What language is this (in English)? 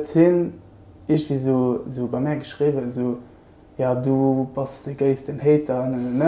Luxembourgish